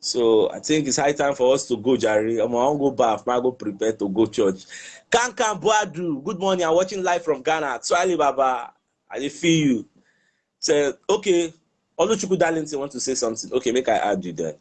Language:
Nigerian Pidgin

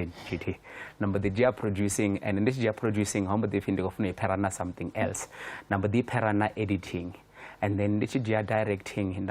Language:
Venda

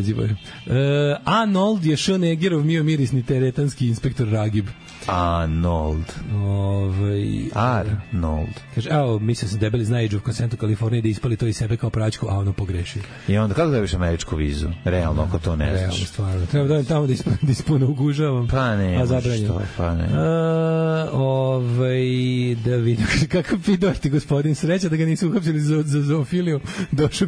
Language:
Serbian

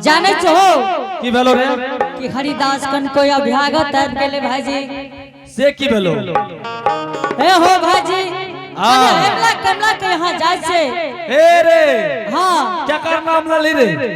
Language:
Angika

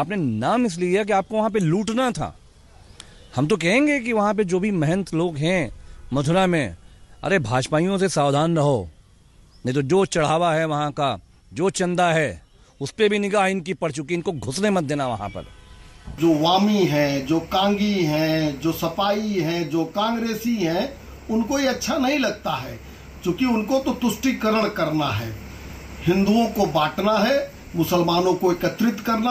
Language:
Hindi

